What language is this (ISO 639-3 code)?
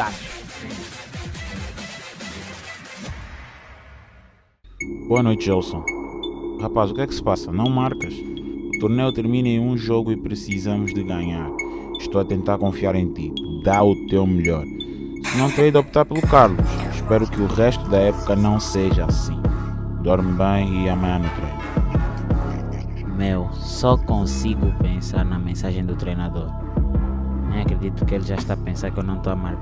por